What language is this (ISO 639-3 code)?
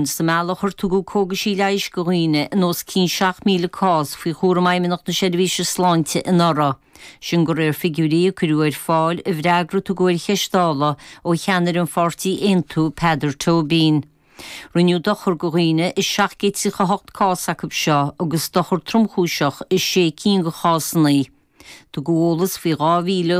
gle